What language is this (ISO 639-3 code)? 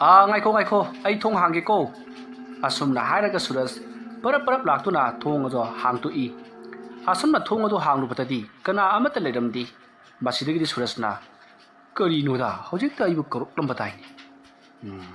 mni